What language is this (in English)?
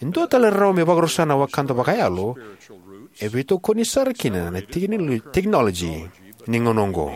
Fijian